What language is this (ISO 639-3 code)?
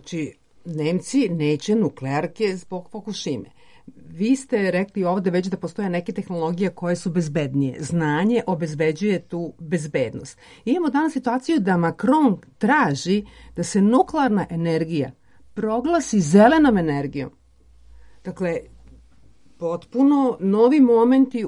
srp